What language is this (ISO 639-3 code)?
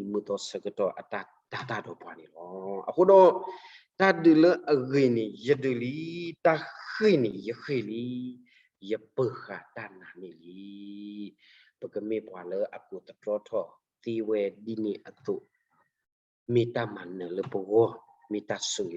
ksw